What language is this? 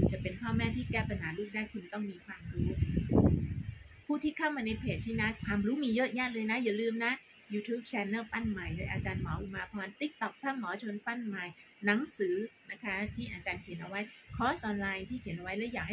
Thai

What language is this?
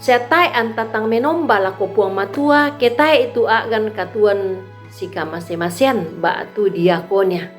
Toraja-Sa'dan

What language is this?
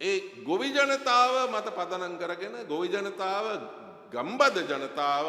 Sinhala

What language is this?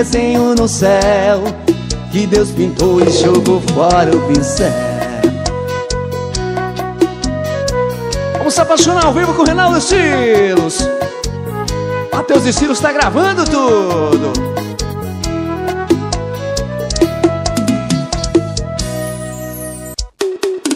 Portuguese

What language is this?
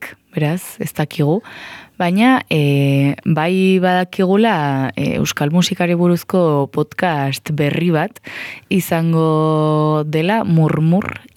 Basque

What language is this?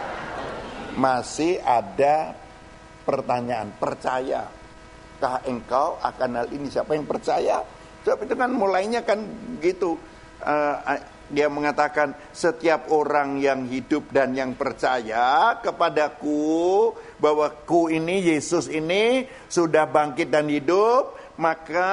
Indonesian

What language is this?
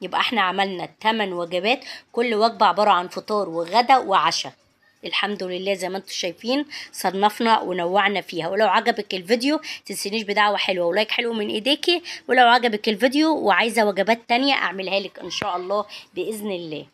Egyptian Arabic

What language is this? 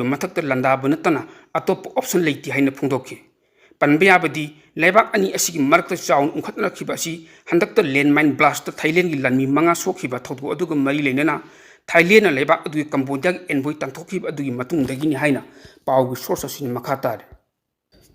Manipuri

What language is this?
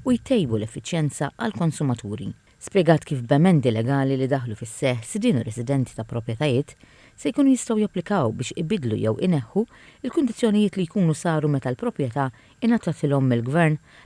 Maltese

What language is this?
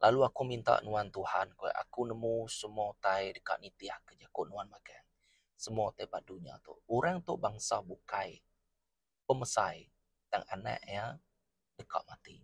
Iban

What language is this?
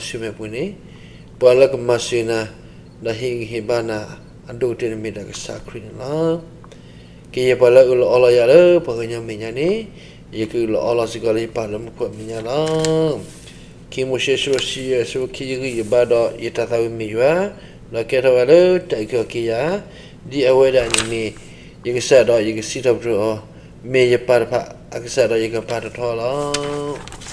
S'gaw Karen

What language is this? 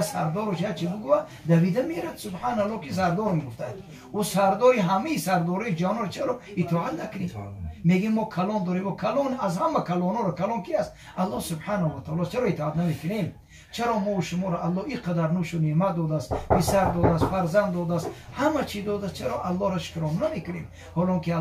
Tajik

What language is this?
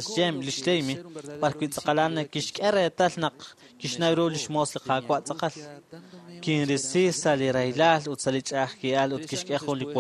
Kekchí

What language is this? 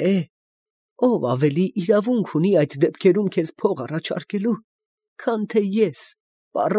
Armenian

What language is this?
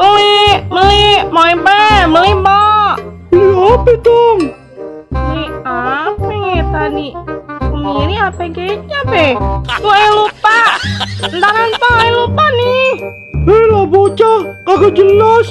Betawi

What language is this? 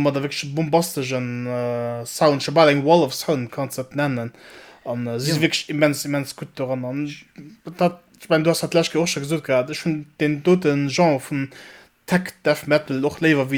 Luxembourgish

